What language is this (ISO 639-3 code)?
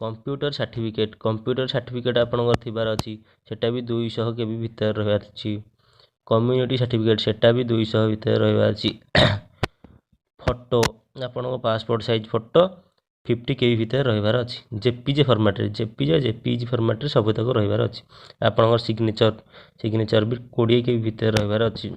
ori